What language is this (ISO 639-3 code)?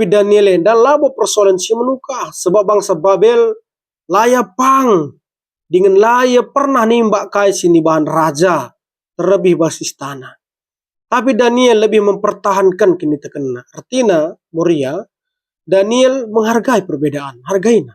btx